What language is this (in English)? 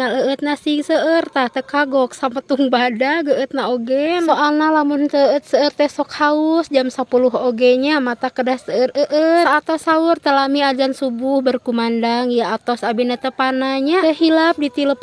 Sundanese